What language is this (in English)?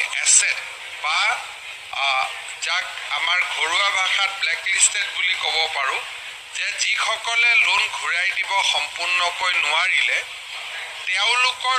Assamese